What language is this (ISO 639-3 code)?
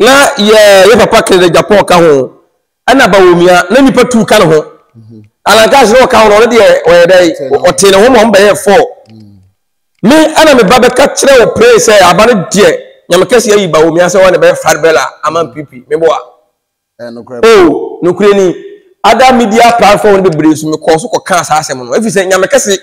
aka